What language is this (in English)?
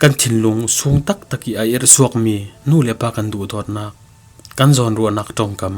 Falam Chin